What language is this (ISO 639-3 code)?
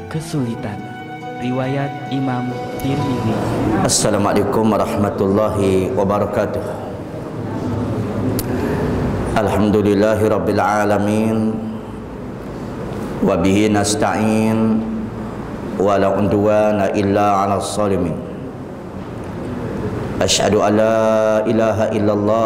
msa